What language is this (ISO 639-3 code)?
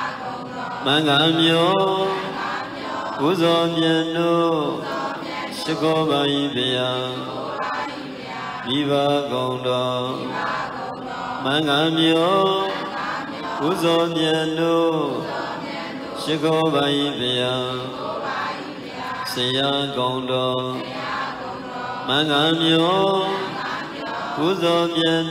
mya